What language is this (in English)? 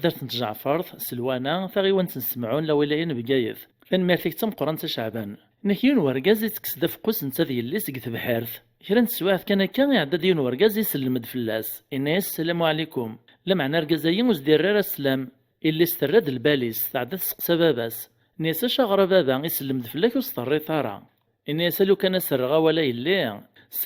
Kabyle